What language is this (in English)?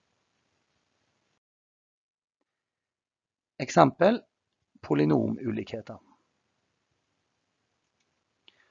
Norwegian